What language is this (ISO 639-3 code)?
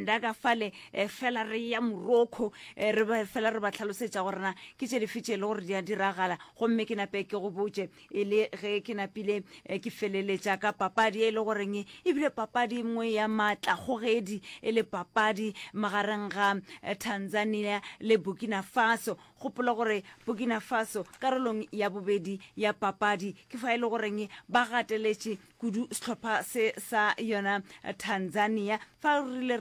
nso